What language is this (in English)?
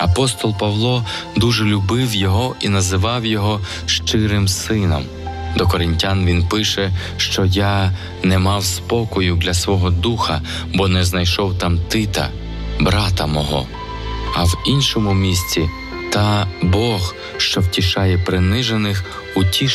Ukrainian